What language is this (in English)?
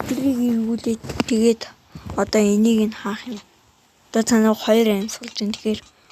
Mongolian